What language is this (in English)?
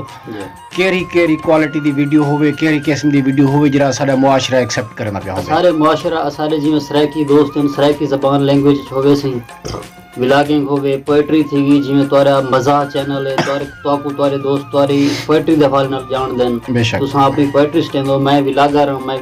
Saraiki